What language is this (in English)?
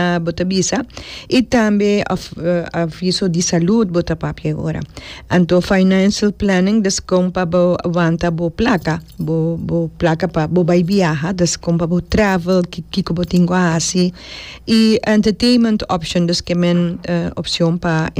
Papiamento